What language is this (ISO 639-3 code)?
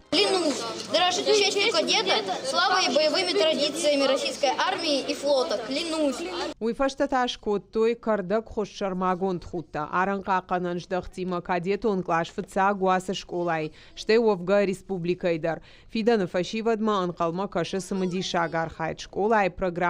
oss